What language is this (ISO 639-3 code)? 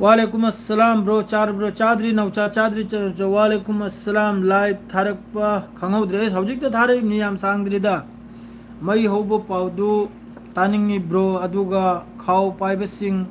mni